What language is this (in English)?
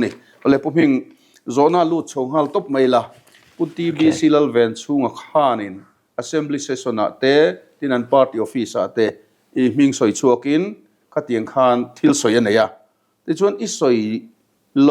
Mizo